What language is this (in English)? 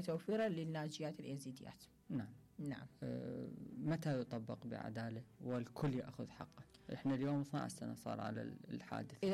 Mesopotamian Arabic